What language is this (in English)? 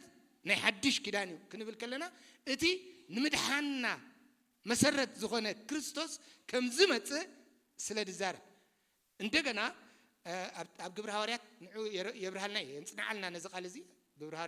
Tigrinya